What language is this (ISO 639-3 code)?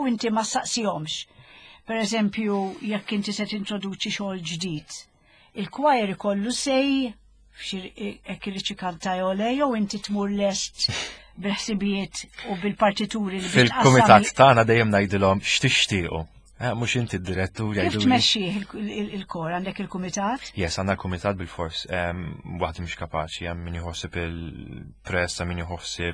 mlt